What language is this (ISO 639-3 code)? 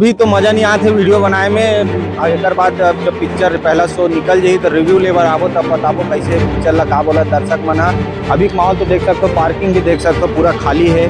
hne